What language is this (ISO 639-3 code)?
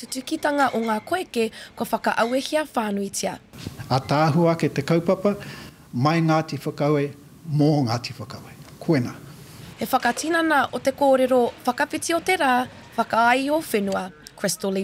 mri